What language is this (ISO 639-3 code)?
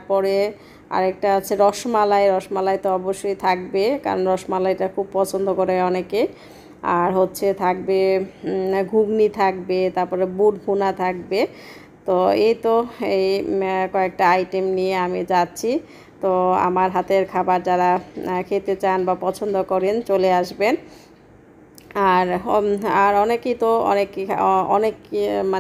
ben